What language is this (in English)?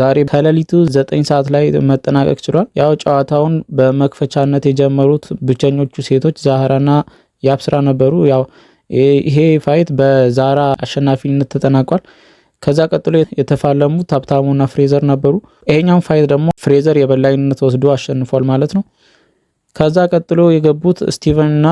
Amharic